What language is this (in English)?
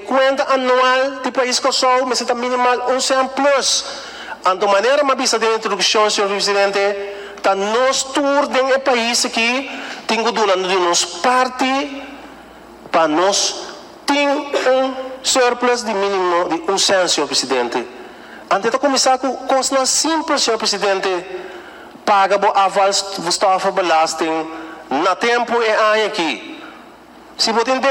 Papiamento